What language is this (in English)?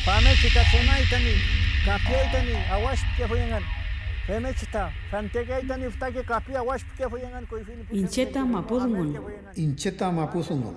Mapuche